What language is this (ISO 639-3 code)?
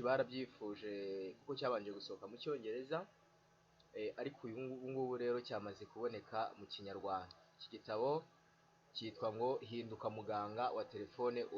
kin